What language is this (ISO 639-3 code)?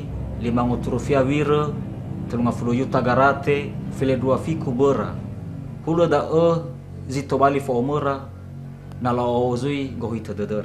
nia